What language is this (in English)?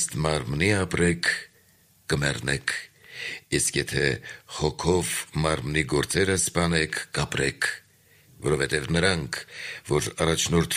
Armenian